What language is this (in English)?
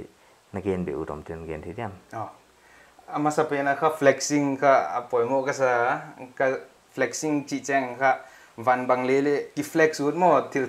Paite Chin